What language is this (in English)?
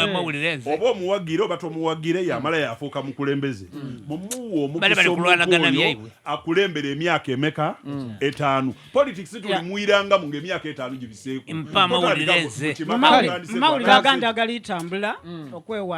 Ganda